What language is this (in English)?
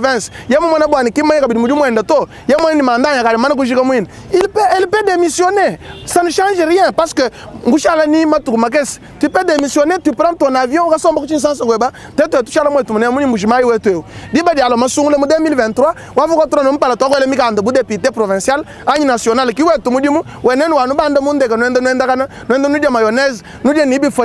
Luba-Lulua